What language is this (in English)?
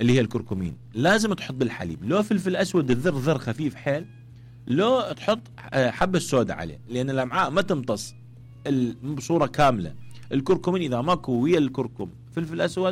Mesopotamian Arabic